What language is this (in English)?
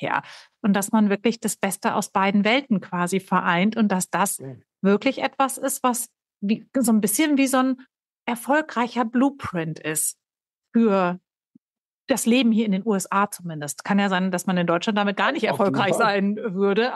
German